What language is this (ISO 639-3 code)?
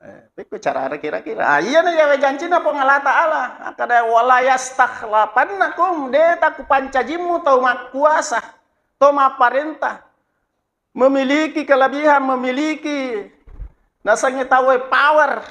bug